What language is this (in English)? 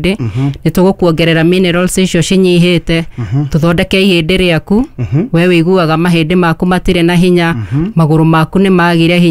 Kikuyu